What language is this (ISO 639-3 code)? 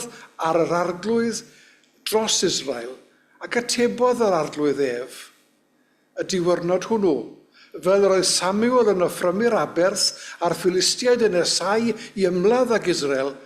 cym